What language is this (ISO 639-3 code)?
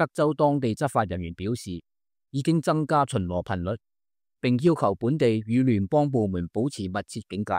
yue